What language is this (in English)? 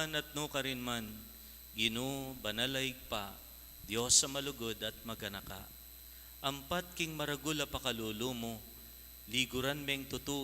Pampanga